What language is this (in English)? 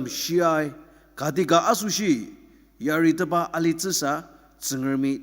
Ao Naga